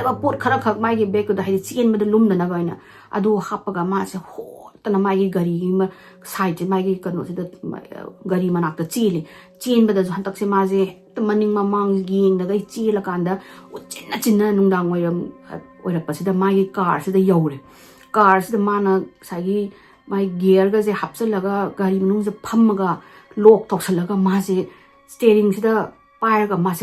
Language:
Manipuri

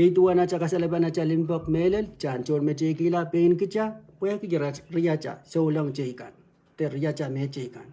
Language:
Pohnpeian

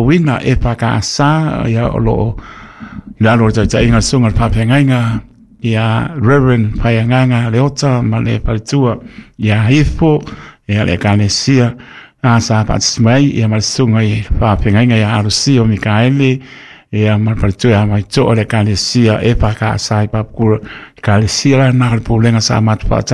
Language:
Samoan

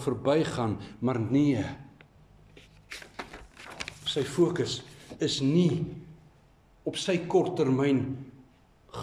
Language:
Afrikaans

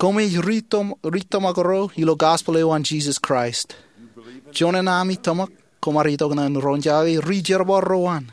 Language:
Marshallese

